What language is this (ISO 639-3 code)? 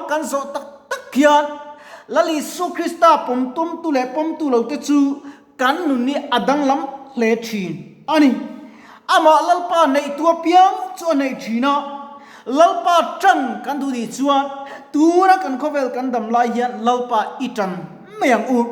lus